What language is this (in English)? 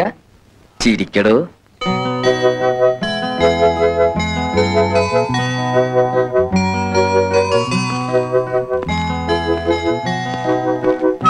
Malayalam